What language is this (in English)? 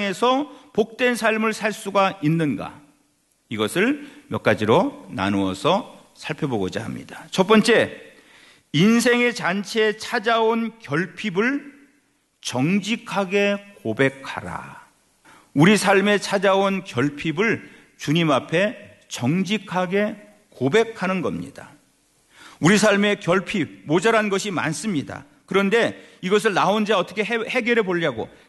Korean